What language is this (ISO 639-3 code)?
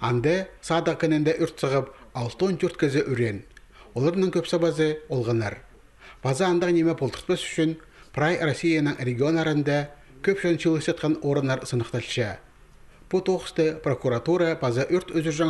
kjh